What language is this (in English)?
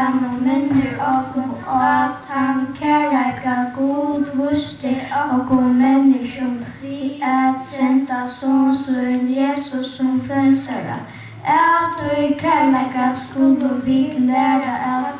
Faroese